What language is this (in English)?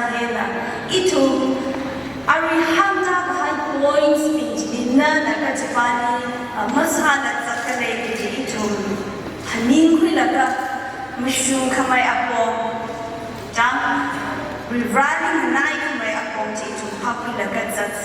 Tangkhul Naga (India)